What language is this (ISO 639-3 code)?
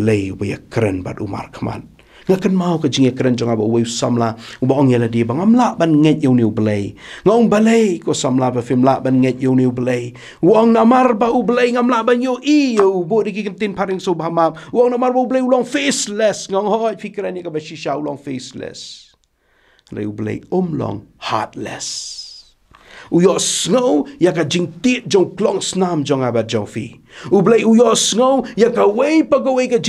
kha